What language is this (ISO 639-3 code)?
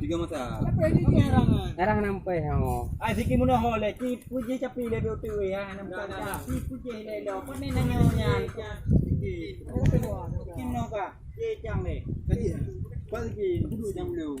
ace